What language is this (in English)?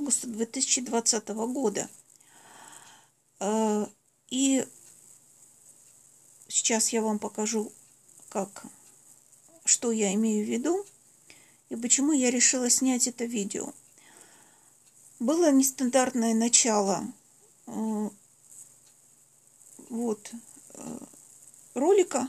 Russian